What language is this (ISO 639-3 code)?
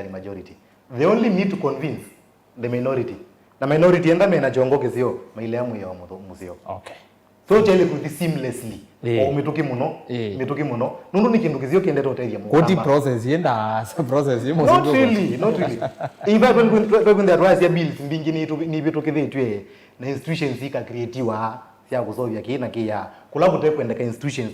kam